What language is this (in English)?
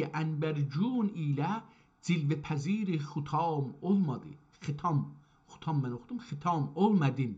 South Azerbaijani